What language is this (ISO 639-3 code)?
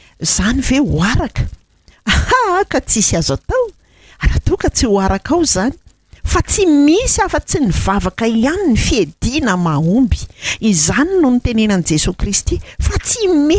mlg